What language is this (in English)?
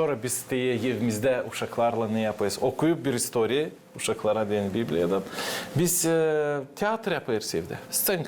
Gagauz